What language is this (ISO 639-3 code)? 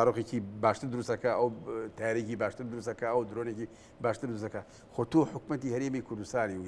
ckb